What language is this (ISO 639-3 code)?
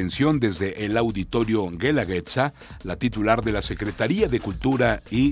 spa